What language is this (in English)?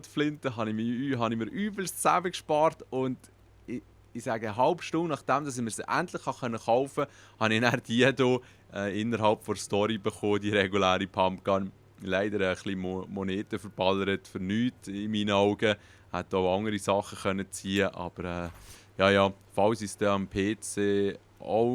Swiss German